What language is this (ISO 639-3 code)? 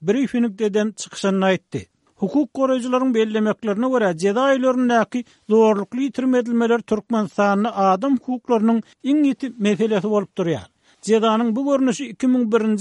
tuk